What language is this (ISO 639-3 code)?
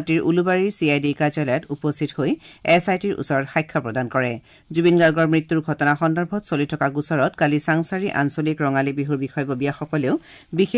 asm